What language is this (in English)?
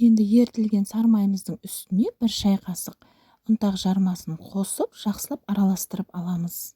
Kazakh